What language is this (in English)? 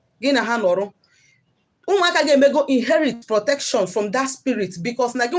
Igbo